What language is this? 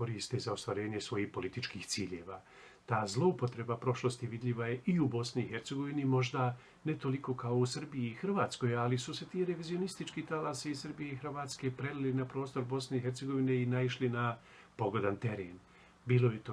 Bosnian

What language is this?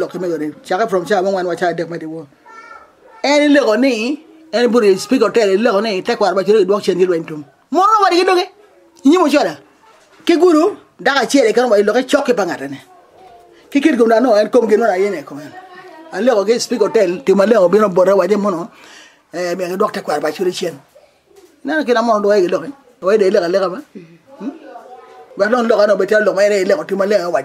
Acoli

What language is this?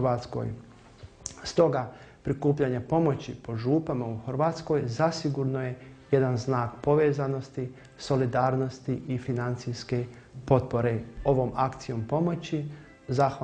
Bosnian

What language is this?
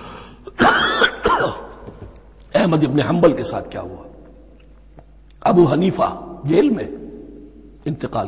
Urdu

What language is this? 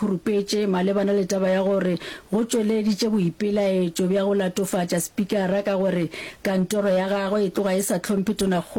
Northern Sotho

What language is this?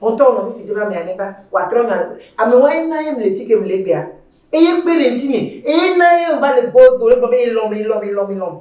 Ewe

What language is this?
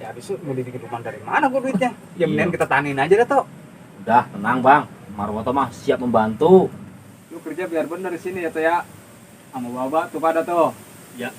Betawi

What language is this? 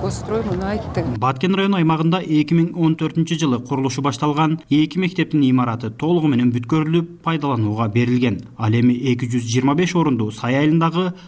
Kyrgyz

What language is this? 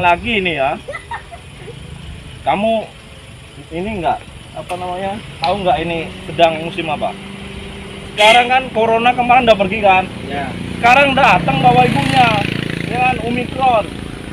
Indonesian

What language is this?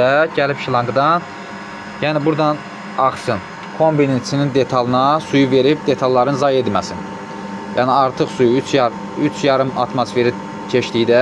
Azerbaijani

